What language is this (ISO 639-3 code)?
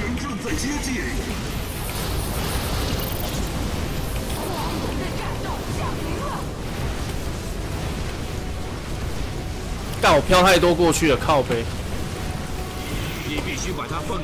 zho